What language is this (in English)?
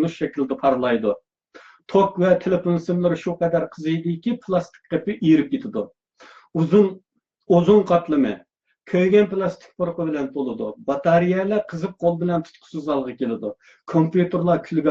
Uyghur